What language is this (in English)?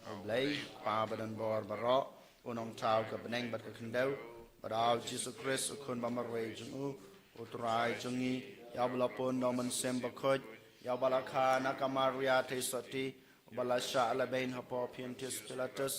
Khasi